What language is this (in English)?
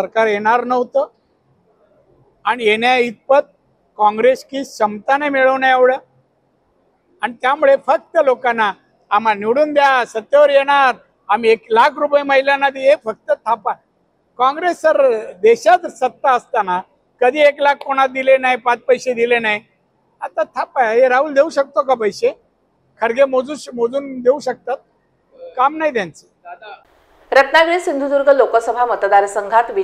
Marathi